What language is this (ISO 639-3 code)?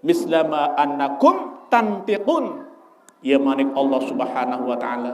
sas